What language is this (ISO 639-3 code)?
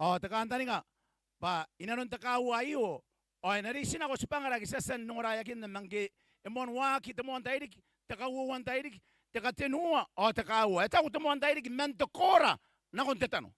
gil